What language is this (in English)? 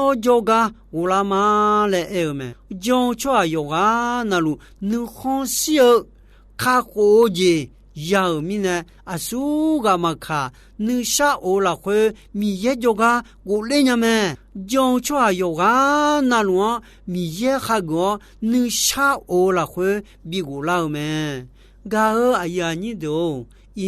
Akha